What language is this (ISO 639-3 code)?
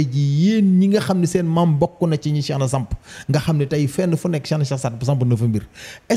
wol